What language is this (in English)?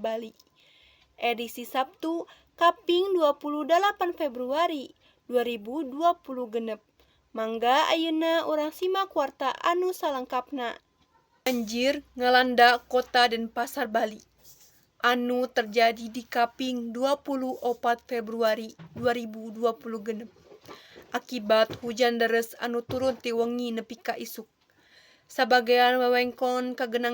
Sundanese